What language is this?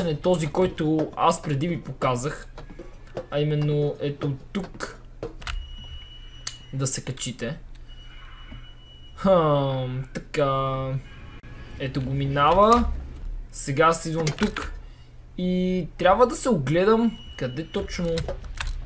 Bulgarian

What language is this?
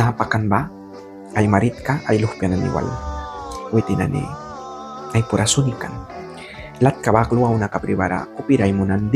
Mískito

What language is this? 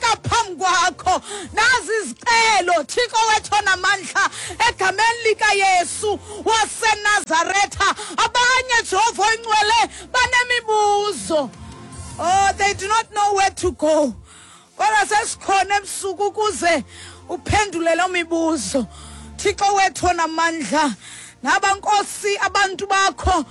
Xhosa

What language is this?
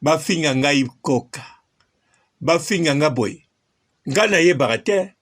Lingala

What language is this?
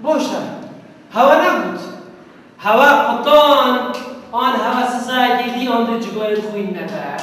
Kurdish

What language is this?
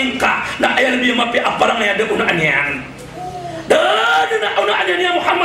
Maranao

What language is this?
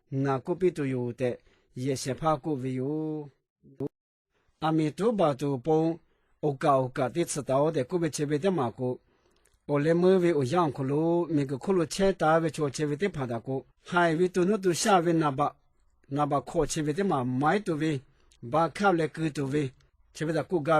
Lahu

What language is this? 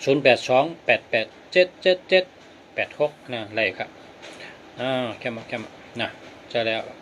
Shan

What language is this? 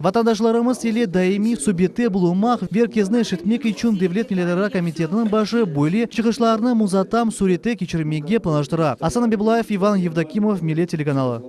Crimean Tatar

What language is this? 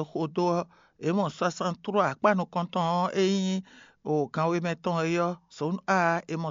Fon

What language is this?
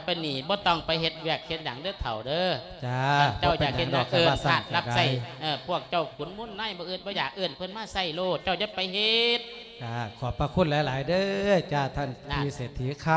Lao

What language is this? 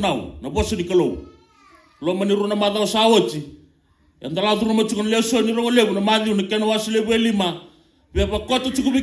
Fijian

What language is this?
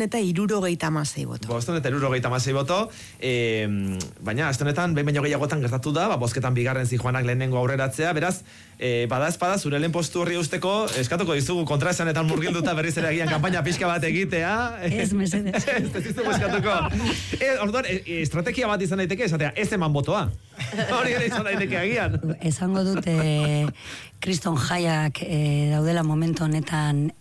Basque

